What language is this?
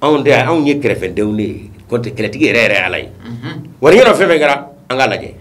Bambara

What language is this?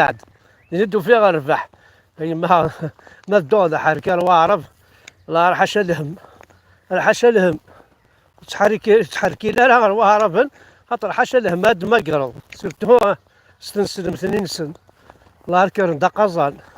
Kabyle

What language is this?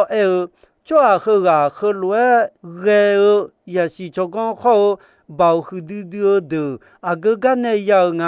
Akha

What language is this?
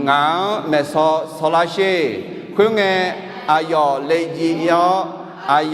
Akha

